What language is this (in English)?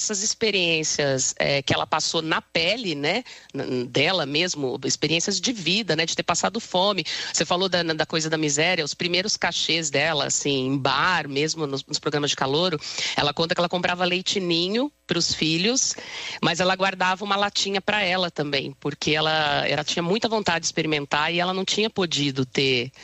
Portuguese